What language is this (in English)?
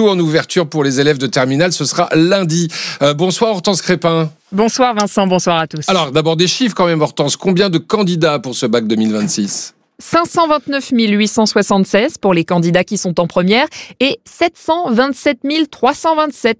French